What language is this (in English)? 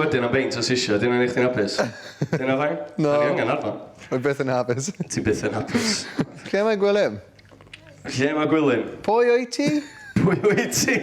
Welsh